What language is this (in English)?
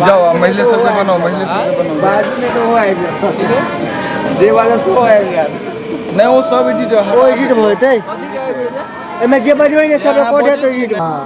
Maithili